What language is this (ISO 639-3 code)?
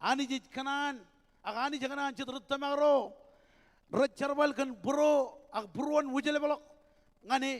mah